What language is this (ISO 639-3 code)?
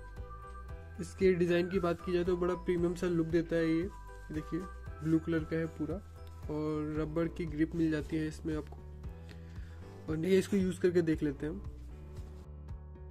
hin